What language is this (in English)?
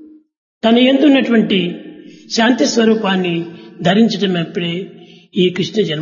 Telugu